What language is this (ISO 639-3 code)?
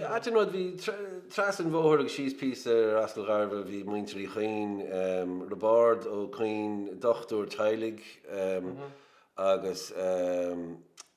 gle